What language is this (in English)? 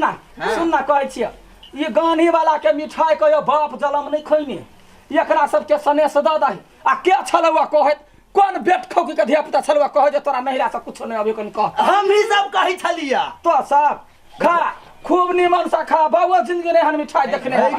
Maithili